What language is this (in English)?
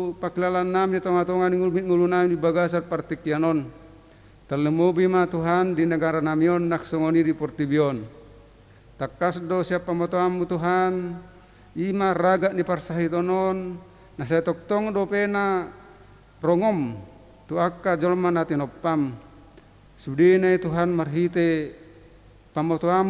Batak Toba